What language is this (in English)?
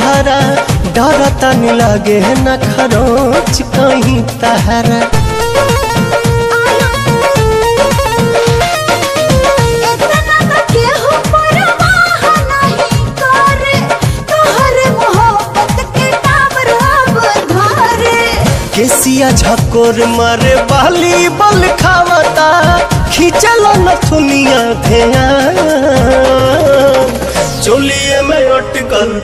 Bhojpuri